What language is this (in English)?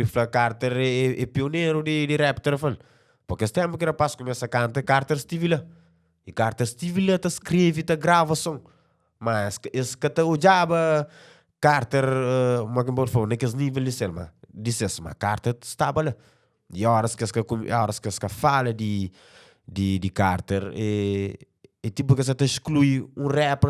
Kabuverdianu